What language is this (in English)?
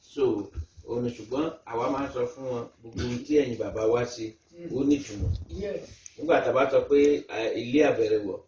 Yoruba